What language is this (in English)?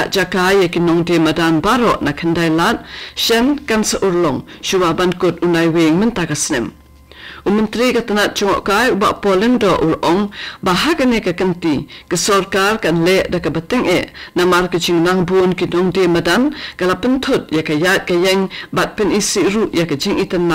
Khasi